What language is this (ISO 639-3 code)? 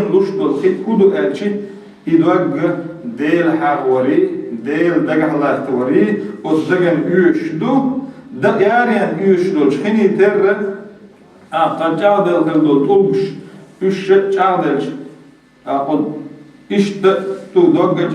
che